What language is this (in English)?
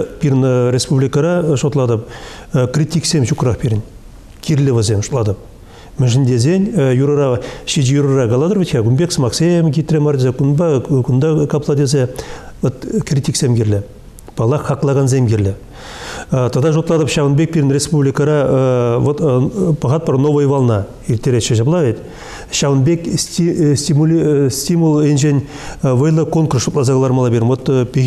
Chuvash